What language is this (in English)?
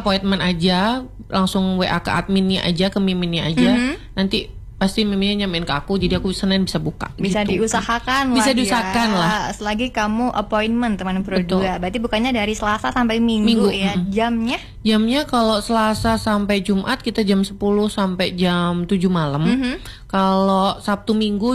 Indonesian